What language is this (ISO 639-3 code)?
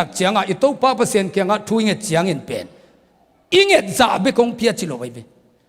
ctd